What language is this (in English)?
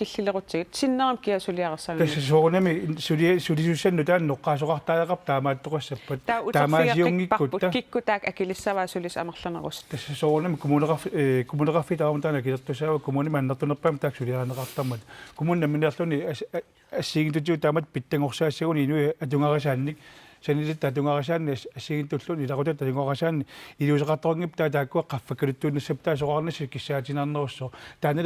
Kalaallisut